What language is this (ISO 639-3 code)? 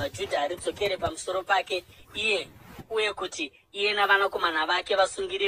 sna